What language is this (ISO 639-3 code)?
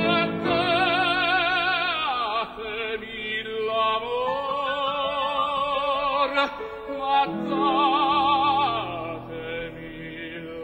ita